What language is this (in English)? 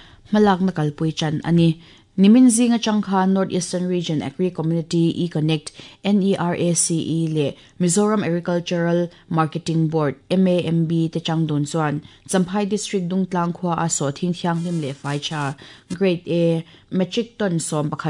Mizo